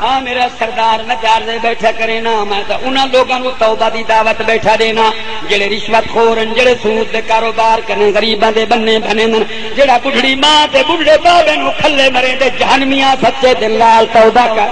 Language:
Saraiki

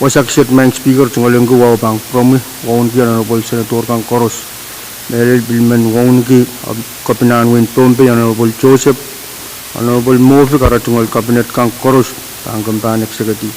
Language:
Pohnpeian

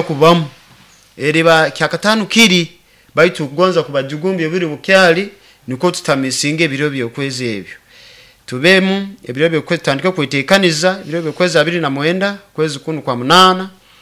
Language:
Nyoro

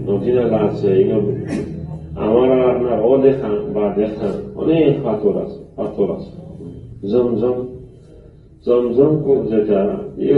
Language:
Sylheti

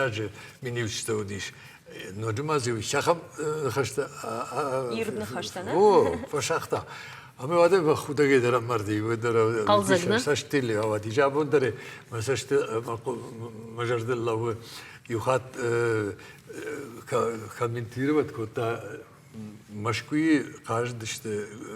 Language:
Ossetic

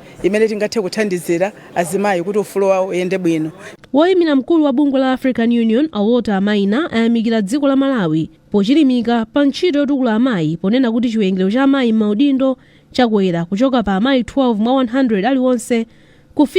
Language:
Nyanja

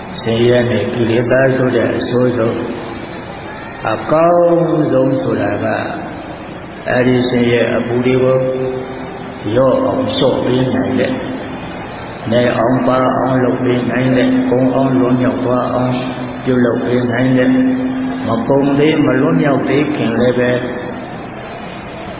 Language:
Burmese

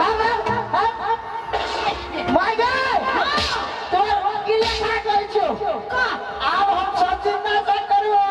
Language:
Maithili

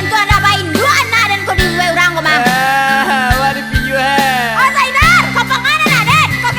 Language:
Minangkabau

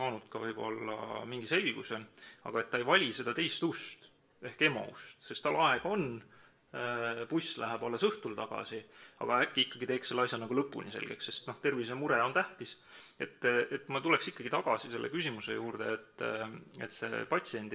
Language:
Estonian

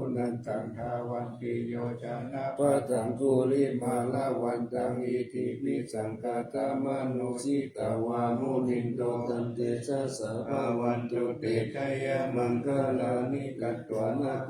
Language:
Pali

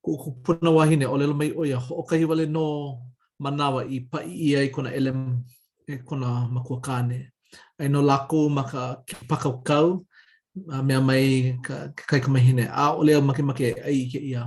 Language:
Hawaiian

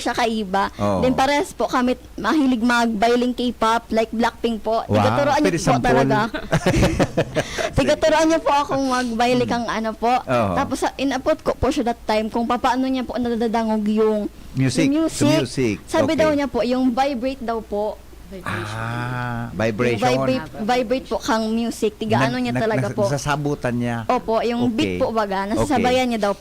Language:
Bikol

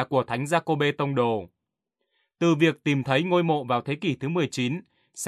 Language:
Vietnamese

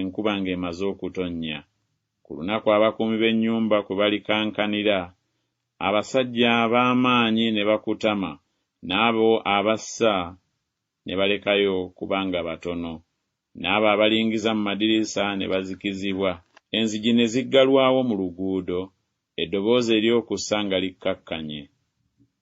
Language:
Ganda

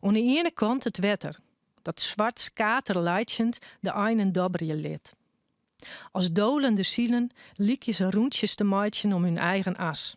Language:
Western Frisian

